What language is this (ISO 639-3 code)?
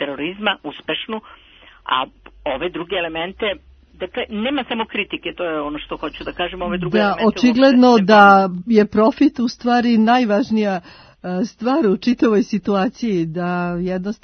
srp